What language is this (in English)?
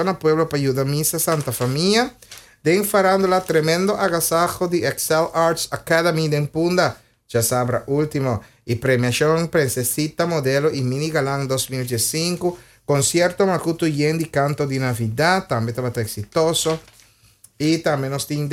Papiamento